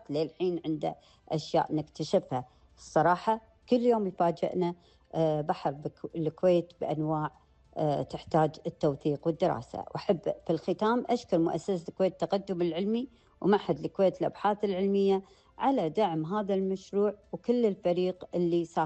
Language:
Gulf Arabic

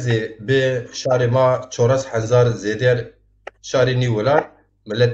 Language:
Zaza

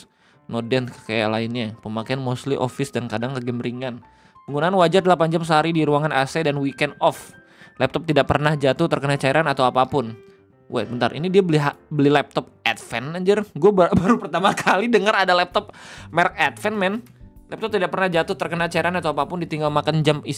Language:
Indonesian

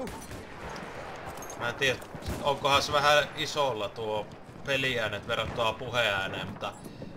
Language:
Finnish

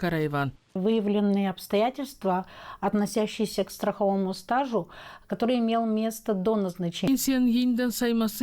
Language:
Gagauz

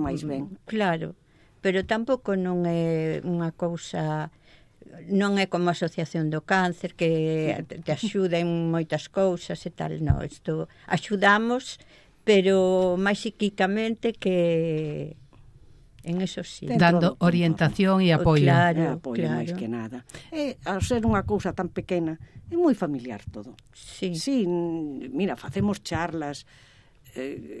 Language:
Galician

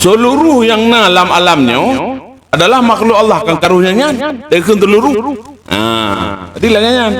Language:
Achinese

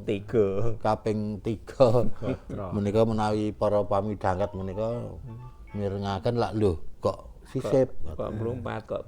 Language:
Javanese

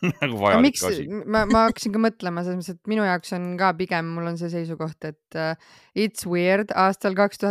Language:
Estonian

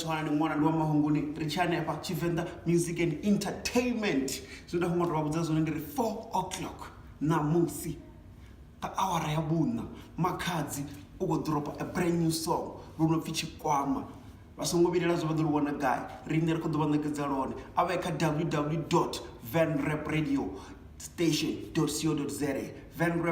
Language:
Venda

